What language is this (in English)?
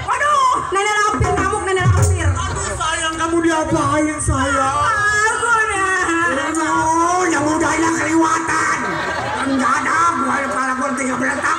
Betawi